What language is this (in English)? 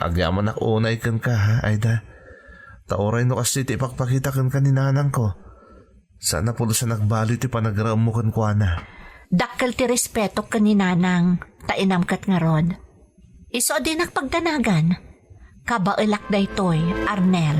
Iloko